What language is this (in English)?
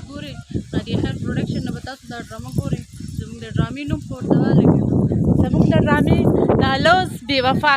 Pashto